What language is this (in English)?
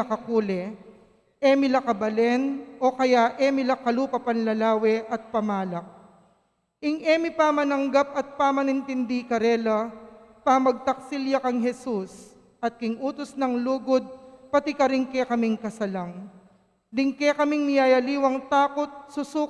Pampanga